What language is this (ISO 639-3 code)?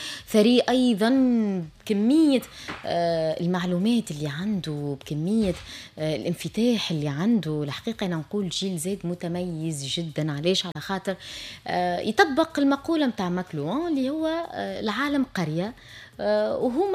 aeb